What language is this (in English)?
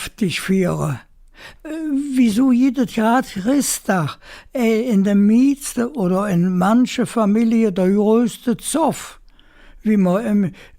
Colognian